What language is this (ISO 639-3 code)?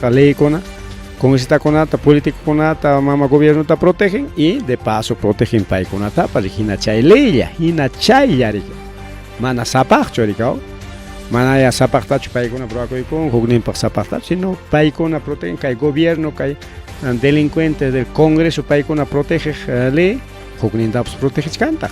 quy